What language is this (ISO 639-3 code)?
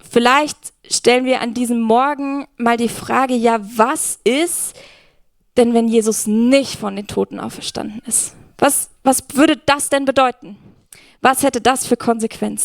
gsw